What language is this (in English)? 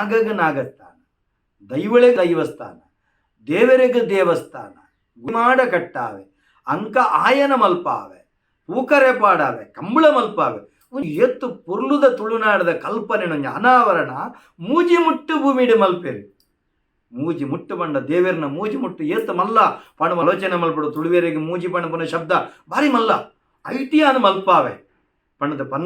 Tulu